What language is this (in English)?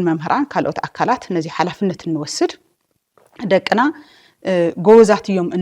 Tigrinya